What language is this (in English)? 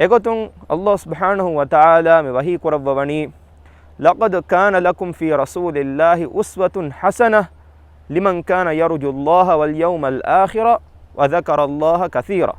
Divehi